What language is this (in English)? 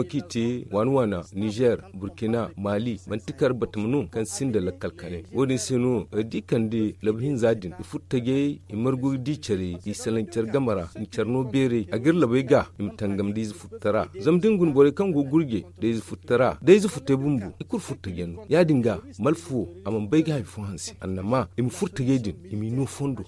Zarma